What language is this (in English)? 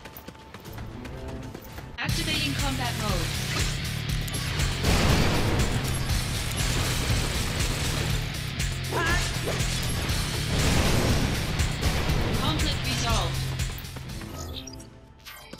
English